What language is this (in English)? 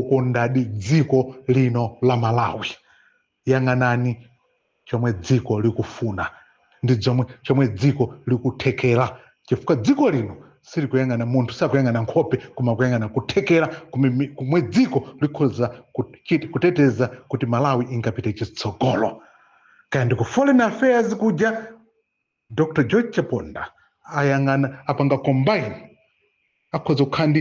Nyanja